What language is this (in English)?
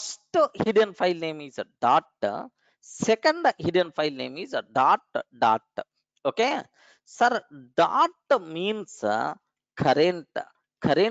English